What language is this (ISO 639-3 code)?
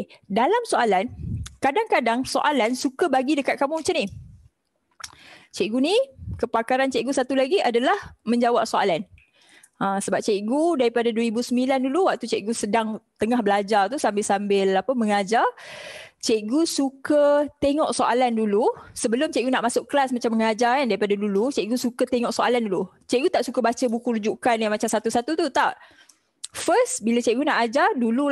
msa